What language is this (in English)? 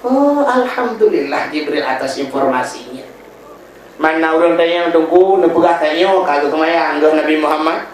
Achinese